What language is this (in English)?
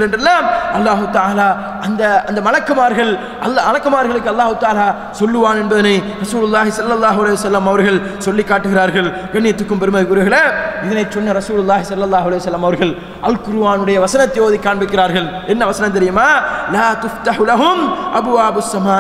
Tamil